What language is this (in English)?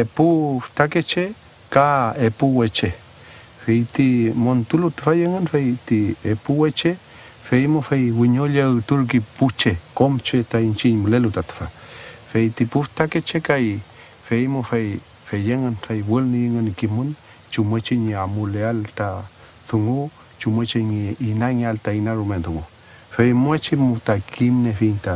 Mapuche